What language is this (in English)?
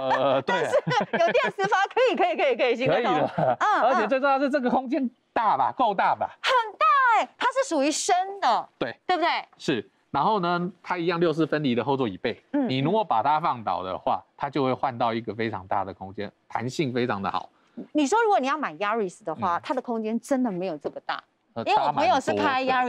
Chinese